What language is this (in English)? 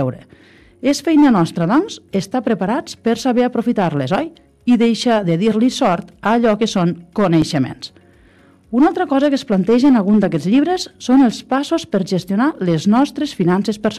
Catalan